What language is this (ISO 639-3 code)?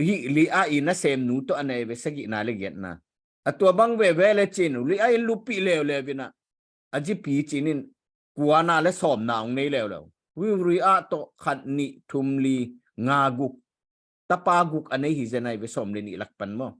ctd